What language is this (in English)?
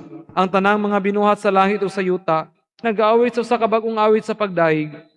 Cebuano